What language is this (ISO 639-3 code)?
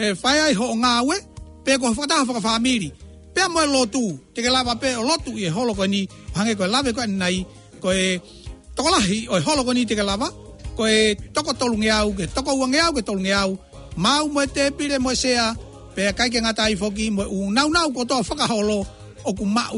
ton